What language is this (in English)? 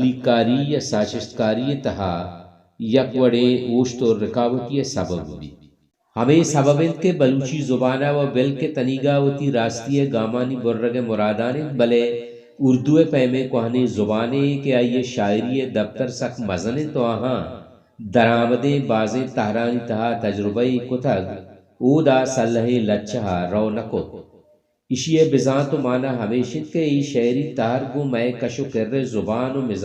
Baluchi